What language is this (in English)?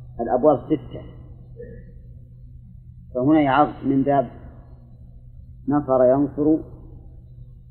Arabic